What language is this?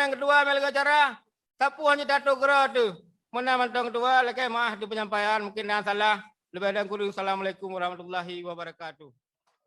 Achinese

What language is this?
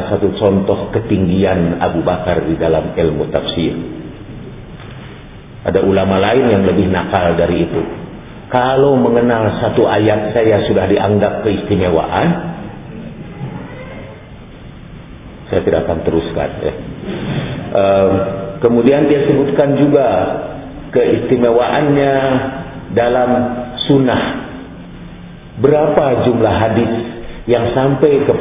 Indonesian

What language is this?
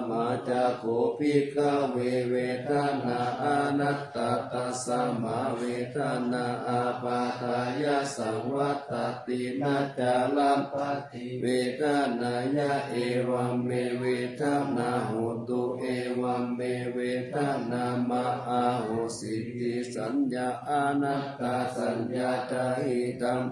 Pali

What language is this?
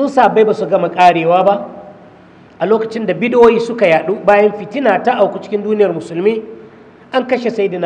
Hausa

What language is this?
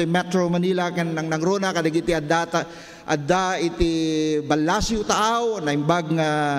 Iloko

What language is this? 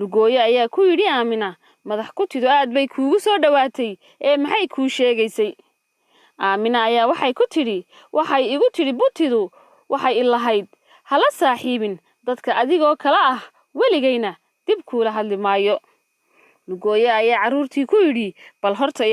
Somali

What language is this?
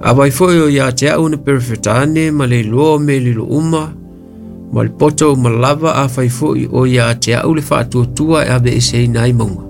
Samoan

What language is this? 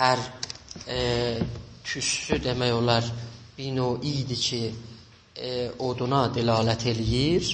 South Azerbaijani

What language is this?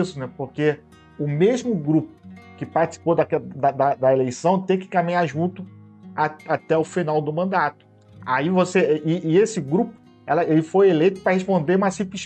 Portuguese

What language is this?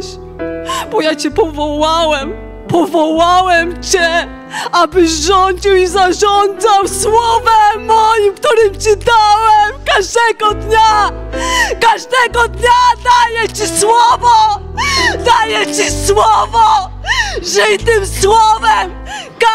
Polish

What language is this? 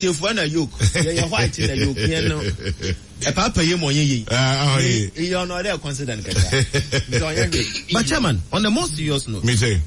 Akan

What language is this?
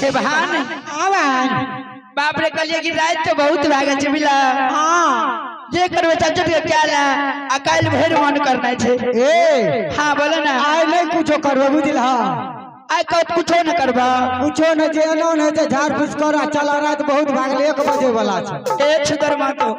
Maithili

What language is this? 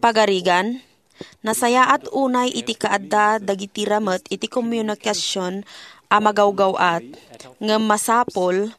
Iloko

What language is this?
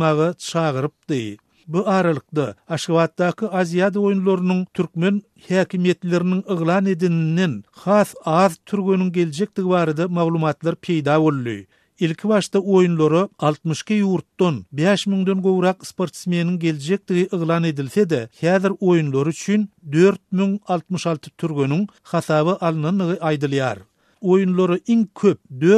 Turkmen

